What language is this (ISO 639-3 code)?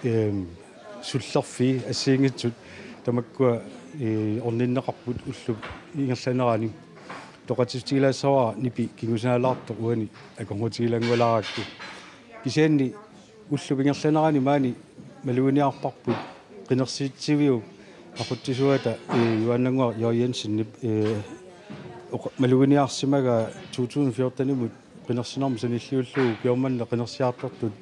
kal